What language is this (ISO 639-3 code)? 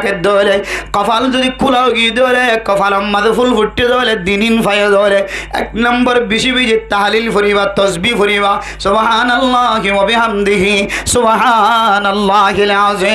rhg